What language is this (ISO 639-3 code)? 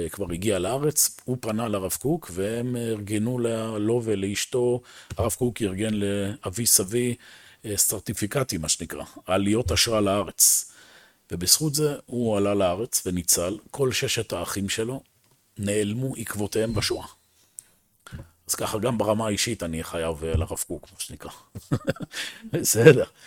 heb